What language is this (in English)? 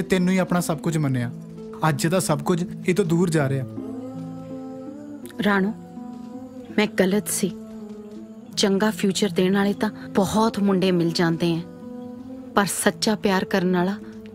Punjabi